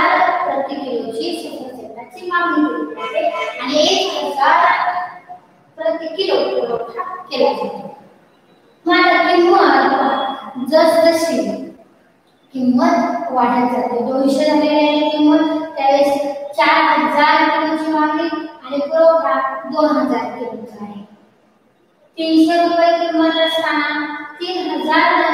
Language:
Marathi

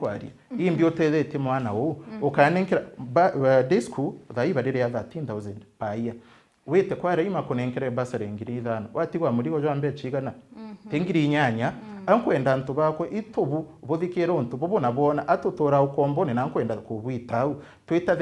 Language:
Meru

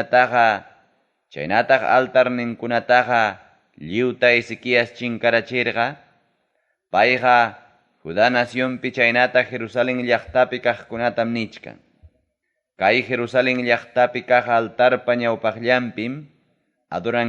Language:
Ayacucho Quechua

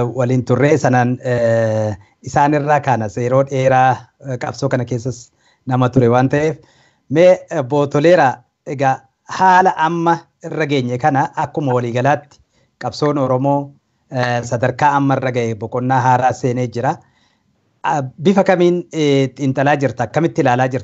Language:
Oromo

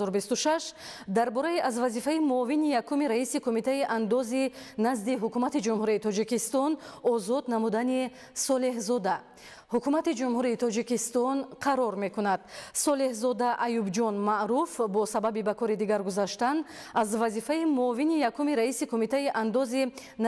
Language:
Tajik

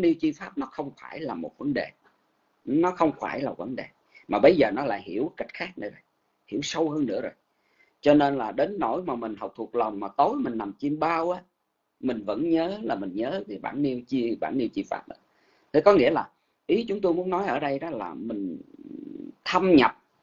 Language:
Vietnamese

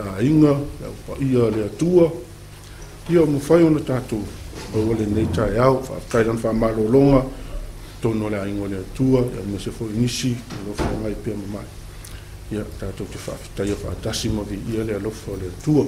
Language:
Samoan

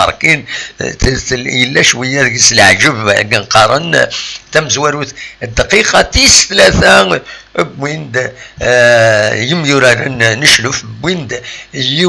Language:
Kabyle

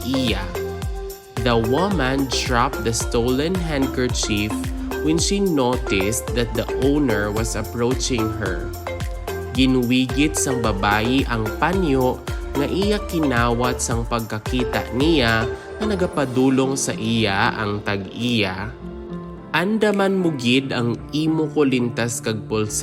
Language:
Hiligaynon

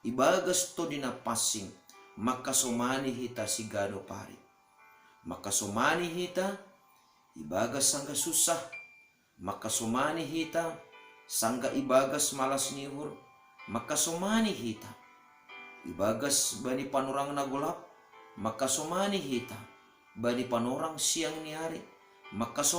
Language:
Batak Simalungun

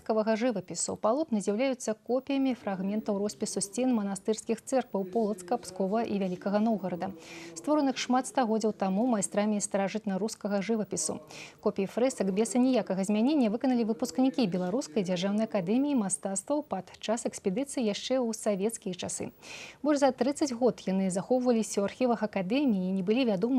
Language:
Belarusian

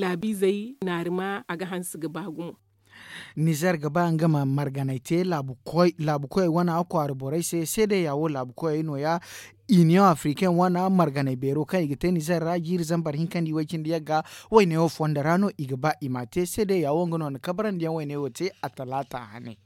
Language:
Zarma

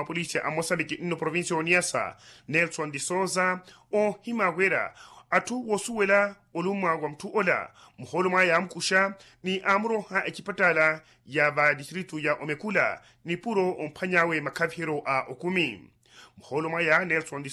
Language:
Makhuwa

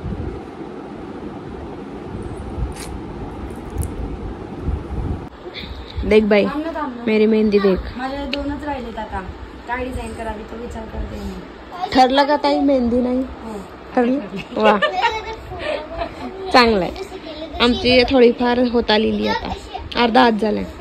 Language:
Marathi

